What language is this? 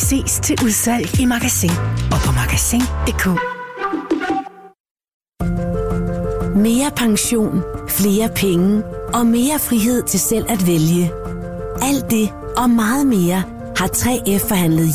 Danish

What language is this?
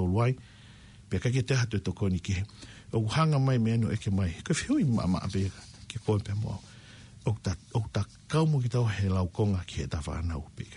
Tongan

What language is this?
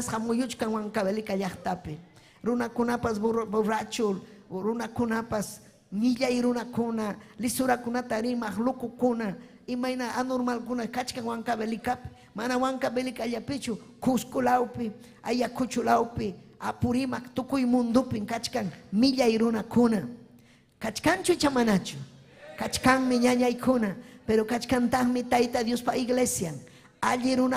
Ayacucho Quechua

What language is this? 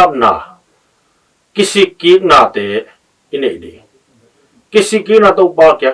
Tedim Chin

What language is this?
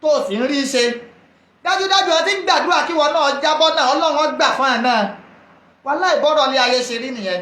Yoruba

